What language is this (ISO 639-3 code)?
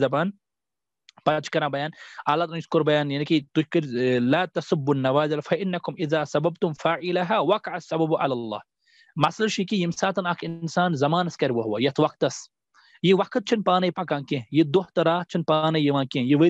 kas